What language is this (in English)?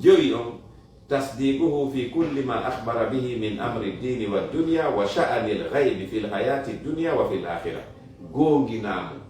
Fula